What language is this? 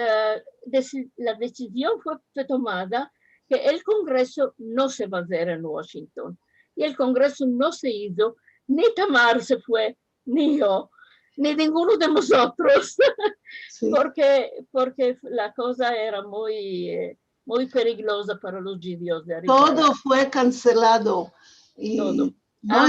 Ladino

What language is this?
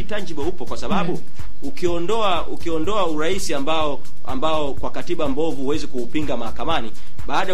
Swahili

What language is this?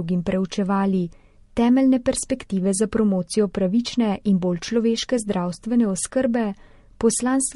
Slovenian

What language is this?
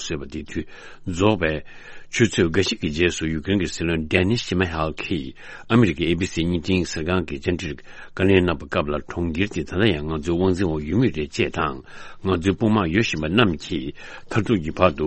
Tibetan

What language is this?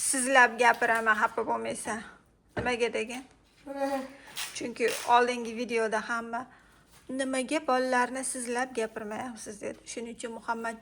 Uzbek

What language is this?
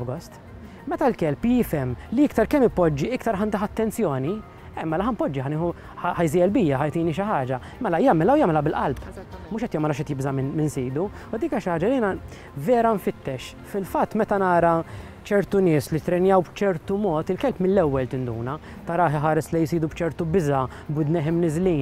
Maltese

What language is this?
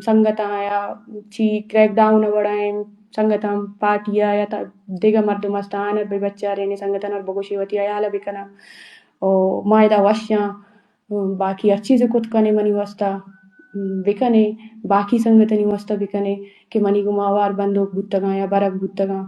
Eastern Balochi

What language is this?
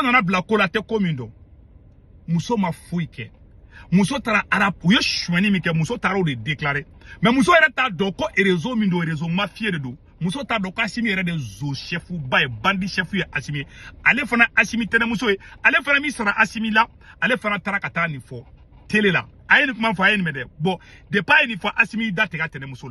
Bambara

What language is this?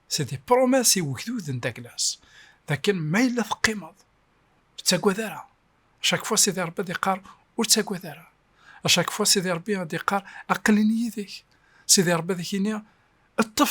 Kabyle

